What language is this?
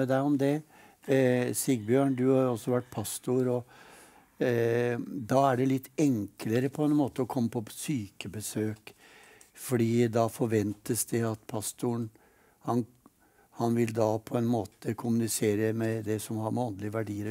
Norwegian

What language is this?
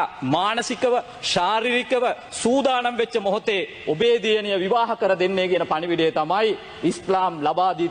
Sinhala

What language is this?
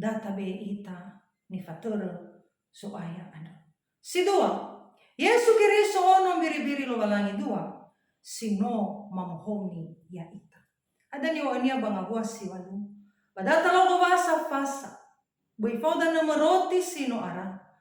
Nias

